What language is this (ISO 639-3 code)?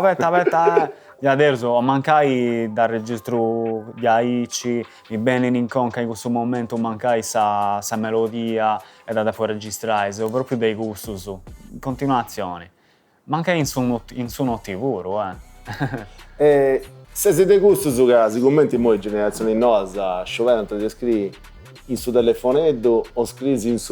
srd